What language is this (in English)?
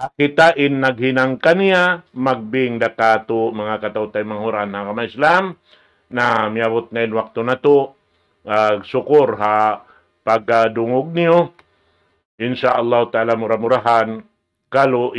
Tausug